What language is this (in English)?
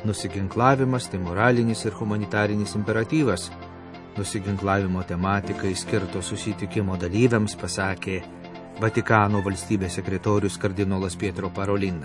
Lithuanian